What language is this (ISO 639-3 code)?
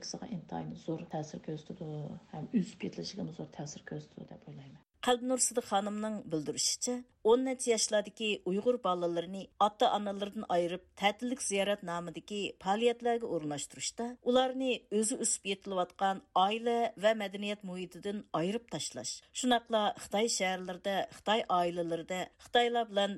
uig